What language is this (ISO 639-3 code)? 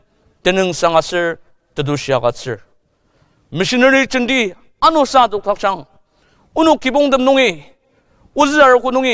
njo